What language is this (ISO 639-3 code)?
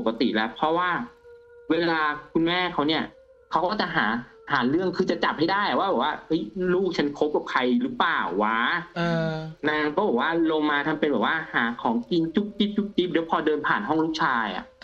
tha